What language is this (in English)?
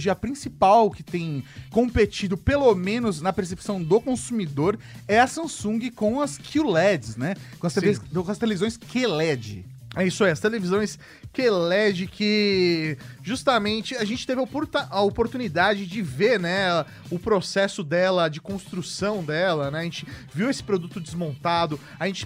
Portuguese